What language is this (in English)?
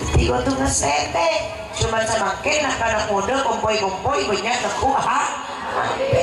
Madurese